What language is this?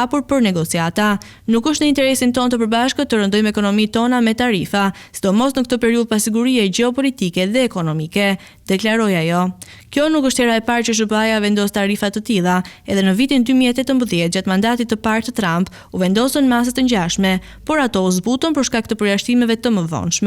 Albanian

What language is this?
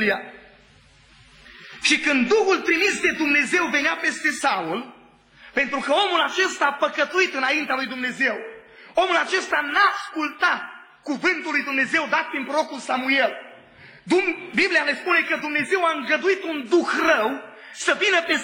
Romanian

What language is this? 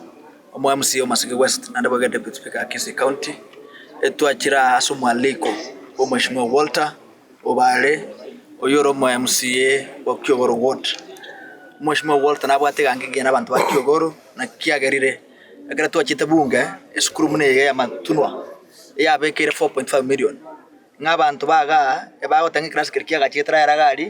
Gusii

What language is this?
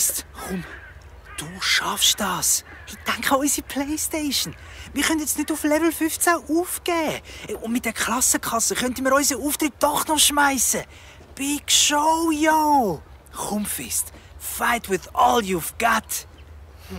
Swiss German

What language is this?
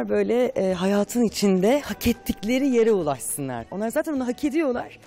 Turkish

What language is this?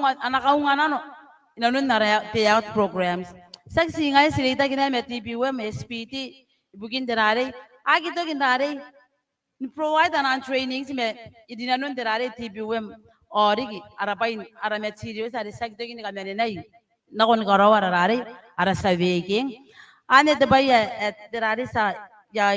Gilbertese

